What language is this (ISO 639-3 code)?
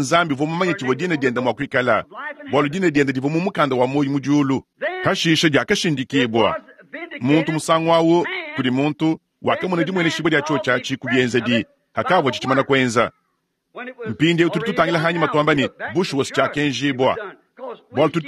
lua